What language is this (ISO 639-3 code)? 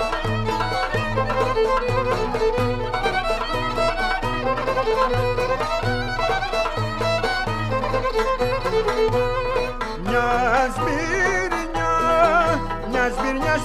ell